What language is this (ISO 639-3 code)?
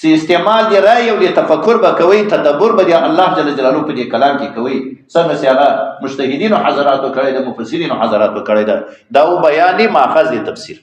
pus